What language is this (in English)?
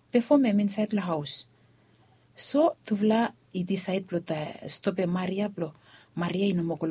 Bislama